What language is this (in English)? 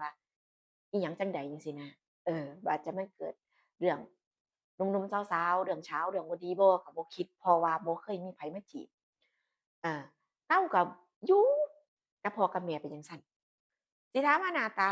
Northeastern Thai